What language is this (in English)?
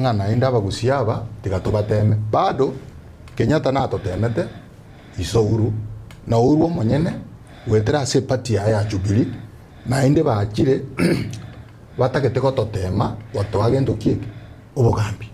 Gusii